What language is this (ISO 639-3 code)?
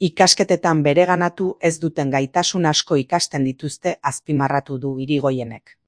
eus